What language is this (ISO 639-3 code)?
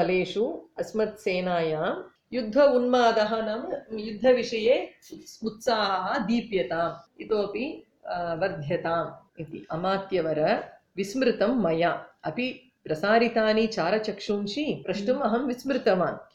san